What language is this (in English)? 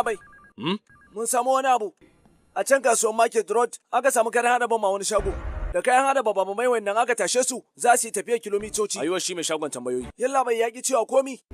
Hausa